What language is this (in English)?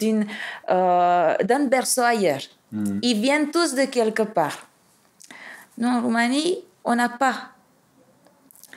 French